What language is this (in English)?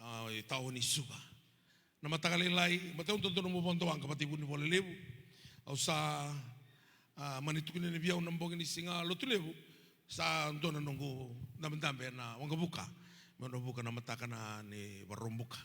Fijian